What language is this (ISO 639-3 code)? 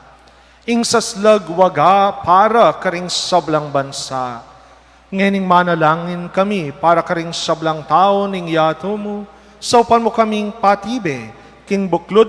pam